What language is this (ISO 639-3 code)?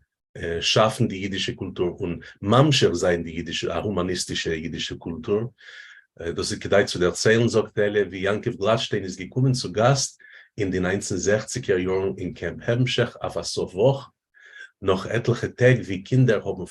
yid